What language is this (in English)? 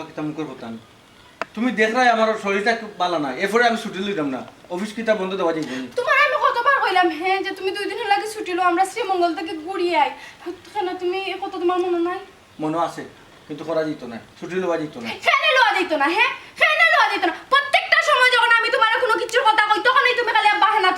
Sylheti